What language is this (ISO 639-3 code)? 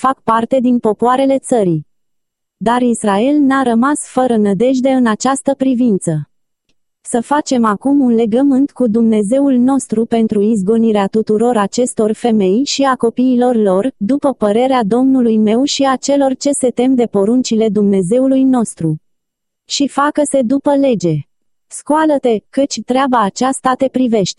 ron